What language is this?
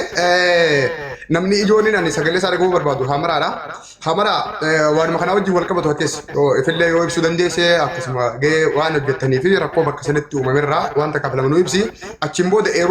Oromo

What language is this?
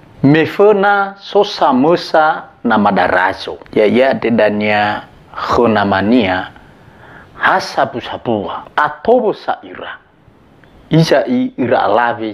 Nias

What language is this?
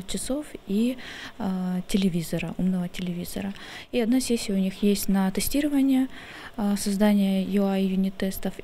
Russian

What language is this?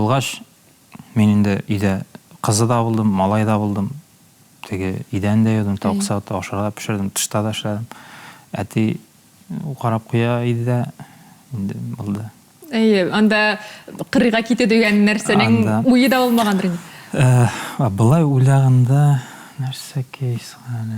Tatar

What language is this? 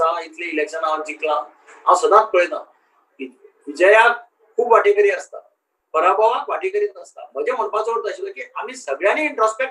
Konkani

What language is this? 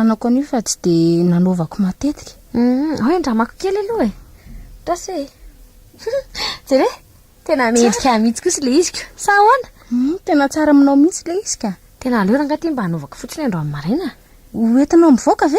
Malagasy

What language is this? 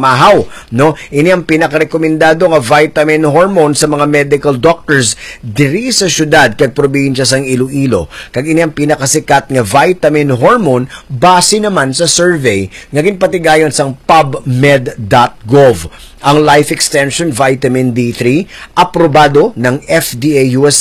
Hiligaynon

